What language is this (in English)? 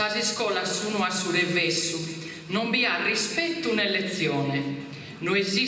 Sardinian